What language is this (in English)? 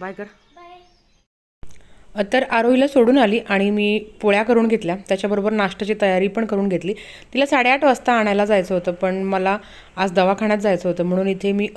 Marathi